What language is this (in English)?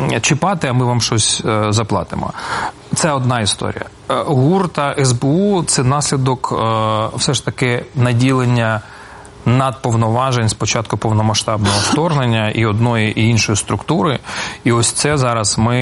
Ukrainian